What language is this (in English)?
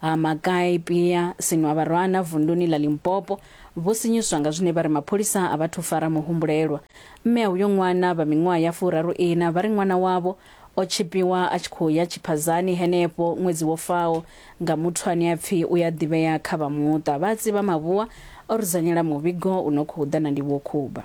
Venda